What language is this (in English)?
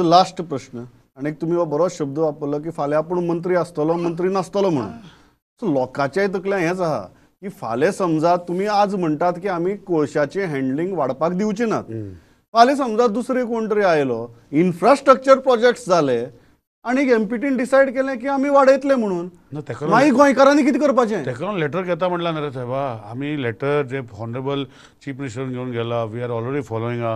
Konkani